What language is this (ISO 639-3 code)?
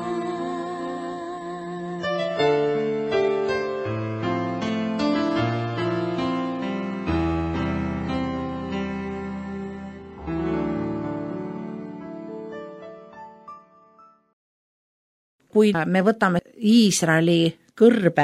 est